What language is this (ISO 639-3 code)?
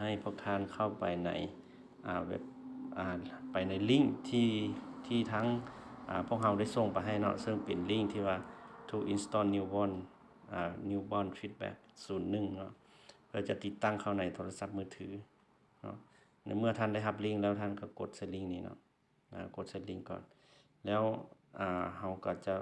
lao